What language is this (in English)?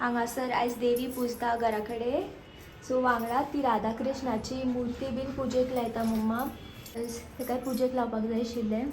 Konkani